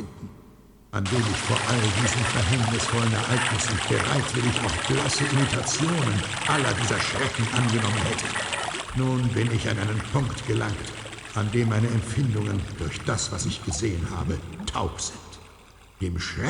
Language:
Bavarian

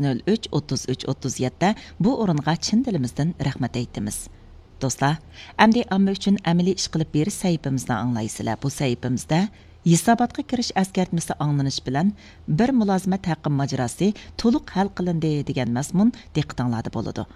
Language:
Uyghur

